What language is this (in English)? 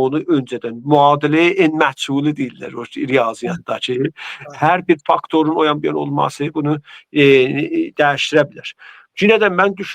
Azerbaijani